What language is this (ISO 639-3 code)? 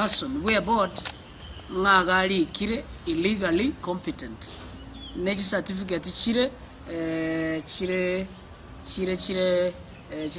guz